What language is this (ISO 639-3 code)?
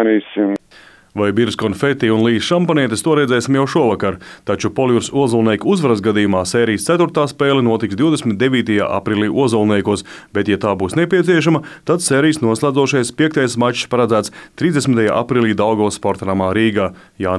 lav